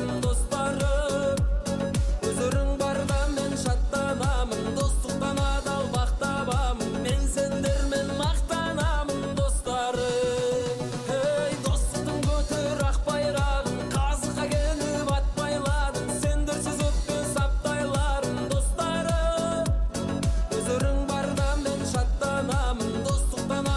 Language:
Kazakh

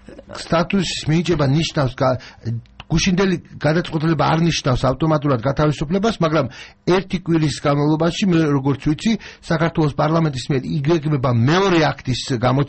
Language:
Georgian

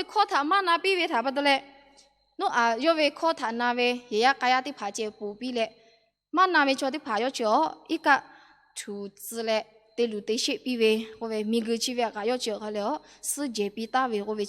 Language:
Lahu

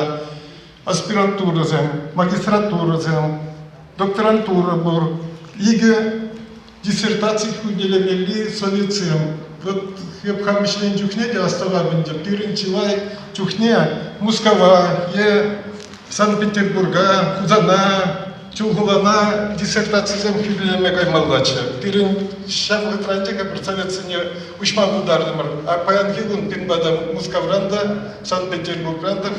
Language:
Chuvash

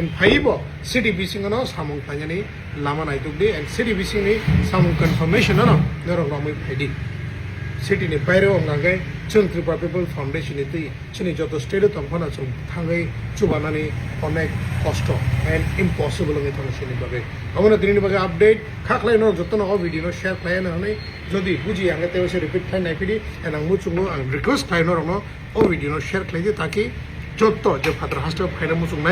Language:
Kok Borok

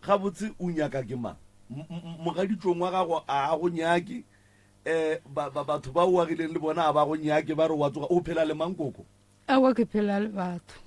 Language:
Northern Sotho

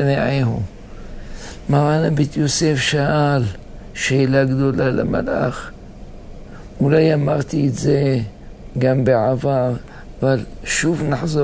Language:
Hebrew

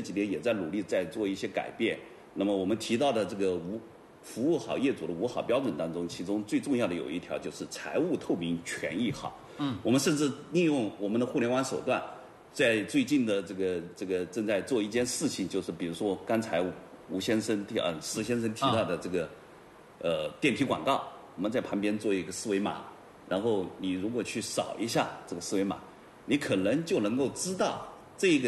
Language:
Chinese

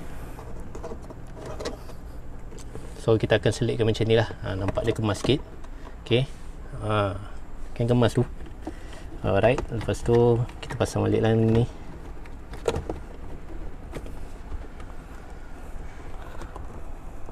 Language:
Malay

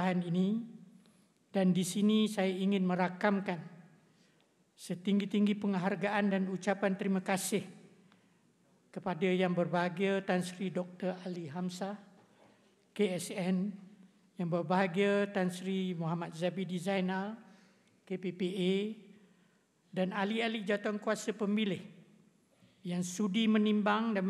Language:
Malay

